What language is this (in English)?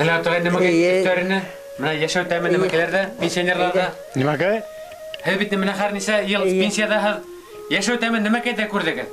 Bashkir